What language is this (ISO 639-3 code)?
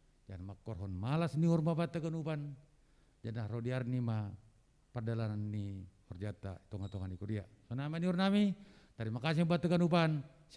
bts